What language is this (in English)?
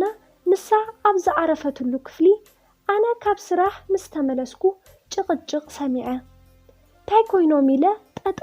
Tigrinya